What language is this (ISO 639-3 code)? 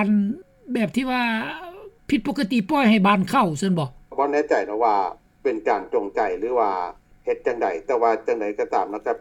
lao